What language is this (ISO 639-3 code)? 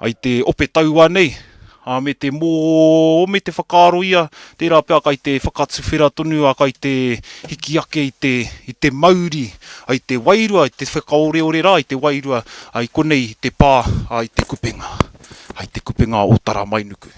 mri